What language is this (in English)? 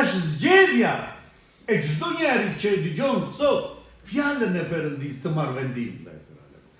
Albanian